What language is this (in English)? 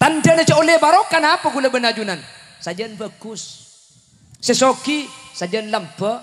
Madurese